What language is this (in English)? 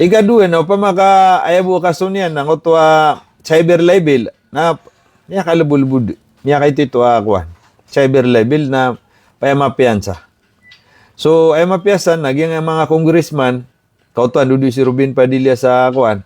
Maranao